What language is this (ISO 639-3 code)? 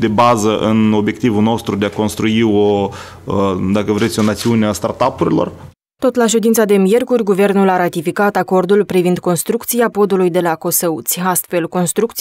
ron